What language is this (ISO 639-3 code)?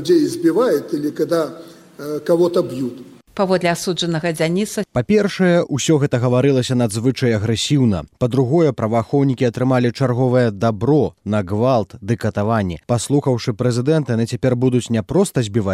bel